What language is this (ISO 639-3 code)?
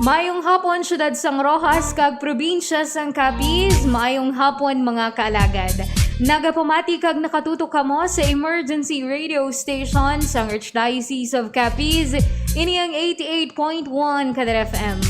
hil